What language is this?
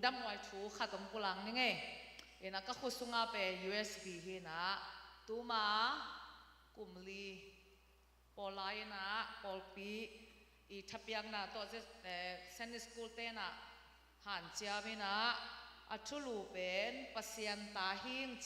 Tedim Chin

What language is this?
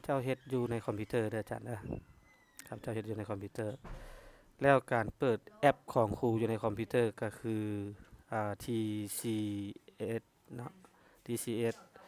Lao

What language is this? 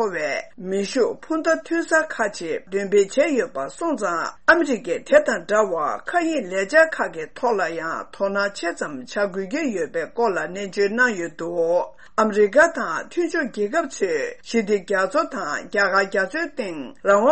Tibetan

